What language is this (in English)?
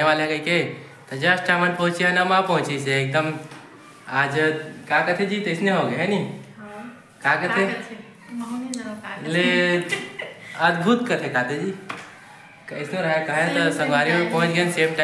Chhattisgarhi